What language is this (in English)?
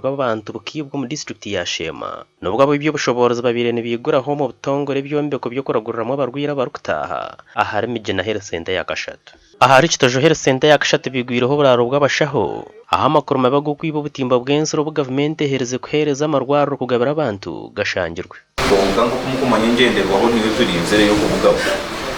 Nyankole